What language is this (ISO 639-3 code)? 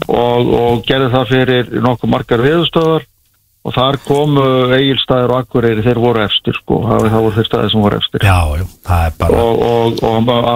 isl